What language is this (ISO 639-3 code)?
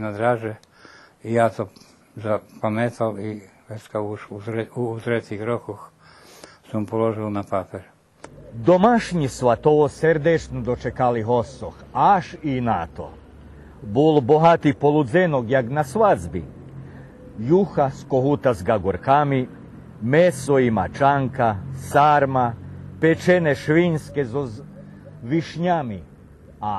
rue